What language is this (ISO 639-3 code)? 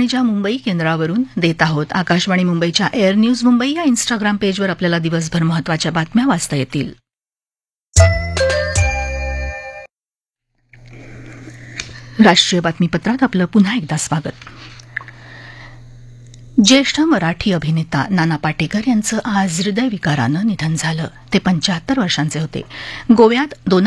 mar